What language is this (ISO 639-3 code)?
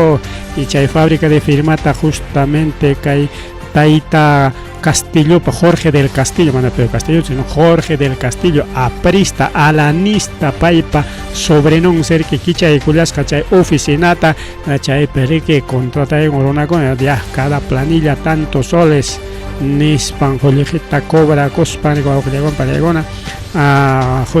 quy